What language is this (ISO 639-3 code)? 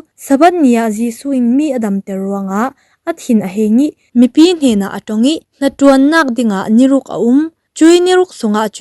cfm